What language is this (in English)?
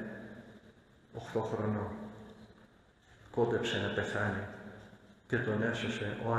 Greek